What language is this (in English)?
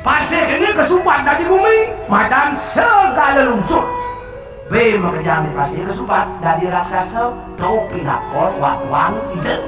Balinese